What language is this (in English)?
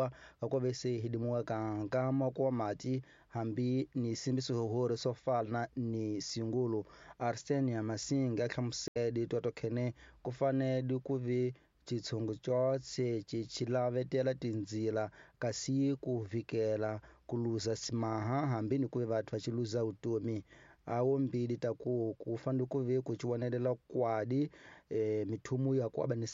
Tsonga